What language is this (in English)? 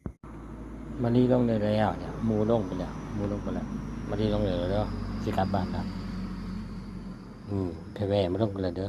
Lao